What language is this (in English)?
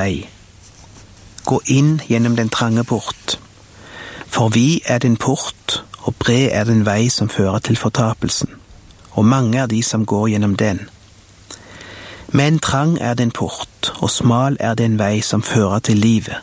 Norwegian